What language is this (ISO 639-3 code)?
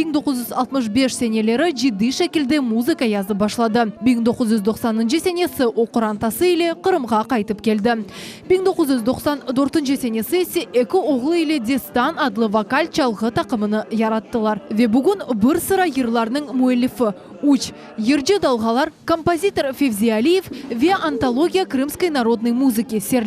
crh